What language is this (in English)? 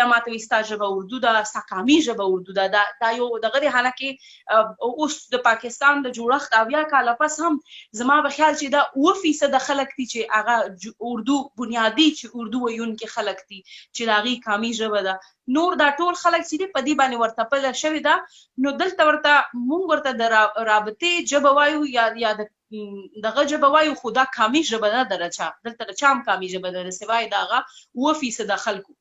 Pashto